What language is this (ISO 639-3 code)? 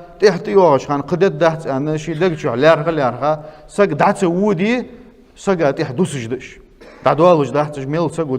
inh